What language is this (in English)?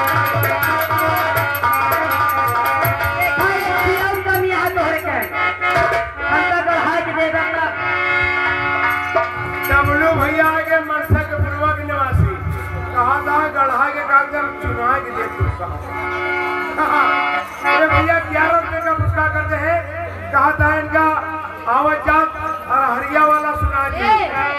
Bhojpuri